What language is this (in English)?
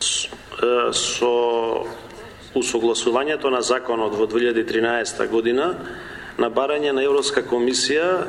Macedonian